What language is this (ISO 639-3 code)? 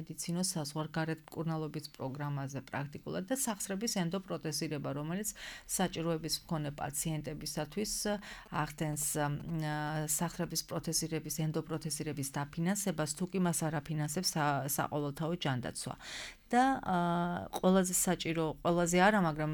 kat